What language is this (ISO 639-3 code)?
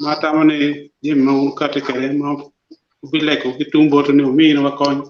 ach